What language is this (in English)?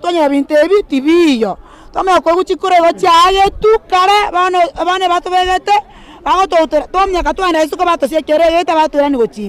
Gusii